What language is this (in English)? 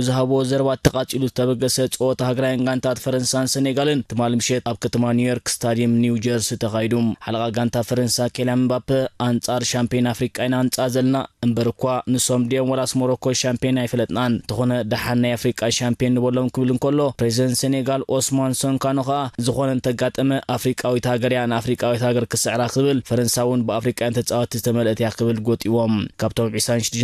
Tigrinya